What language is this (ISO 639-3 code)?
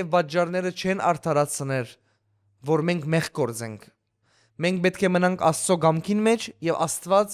hyw